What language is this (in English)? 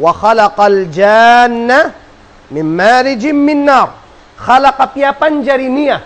Tausug